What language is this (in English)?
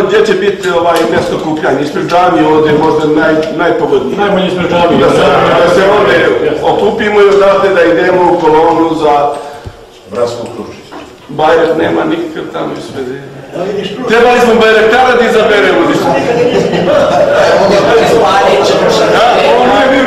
Bosnian